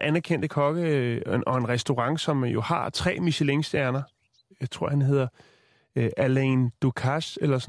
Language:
Danish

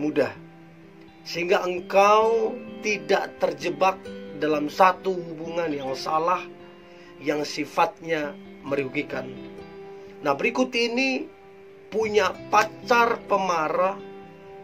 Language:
Indonesian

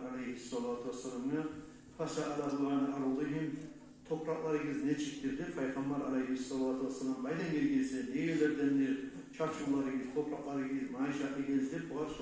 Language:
Kumyk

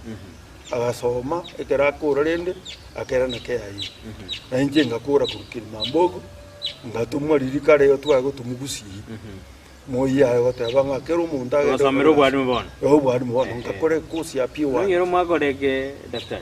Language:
Gusii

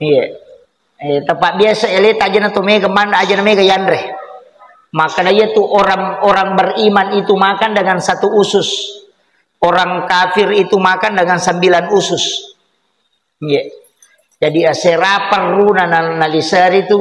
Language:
Buginese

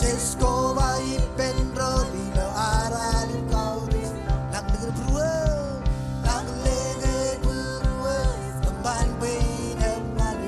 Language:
Marshallese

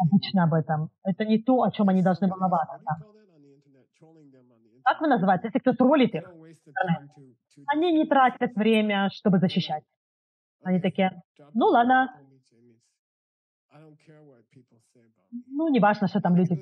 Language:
Russian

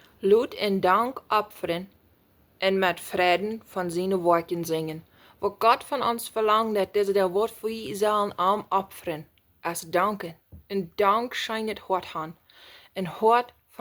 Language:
Plautdietsch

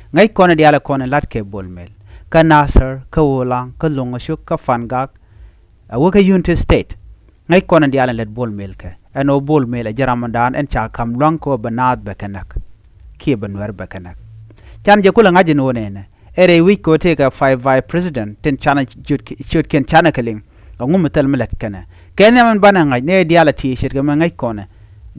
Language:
Nuer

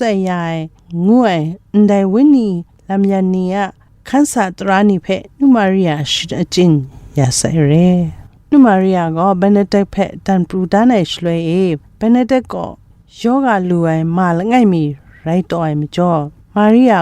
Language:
Kachin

